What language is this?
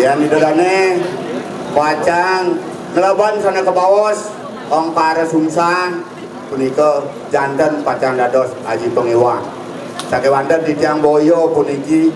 Balinese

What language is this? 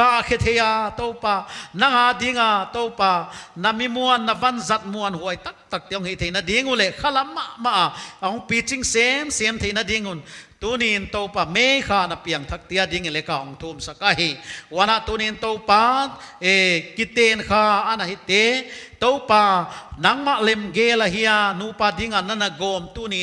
Paite Chin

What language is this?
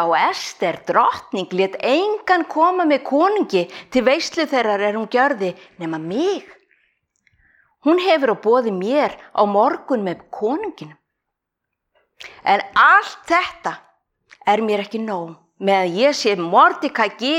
Icelandic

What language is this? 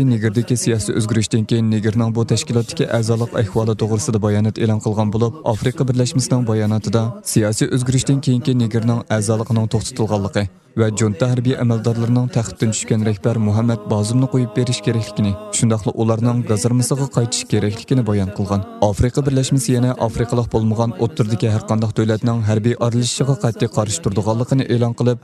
Uyghur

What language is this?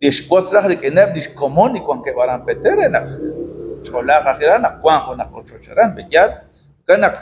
Kekchí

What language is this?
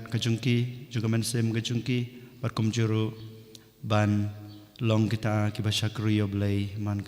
Khasi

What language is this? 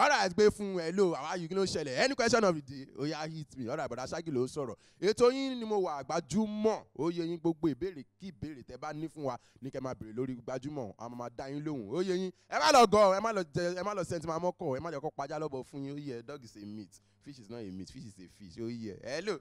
Yoruba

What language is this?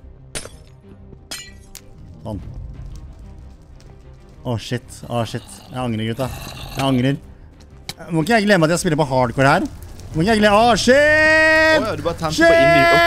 Norwegian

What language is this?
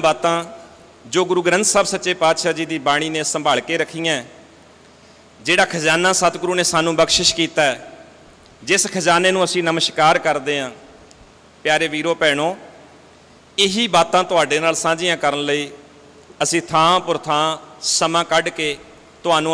Punjabi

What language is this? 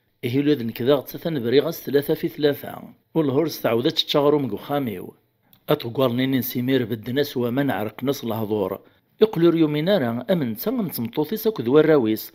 Kabyle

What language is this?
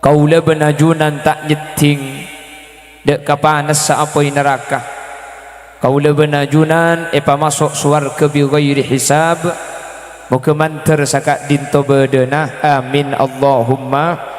Madurese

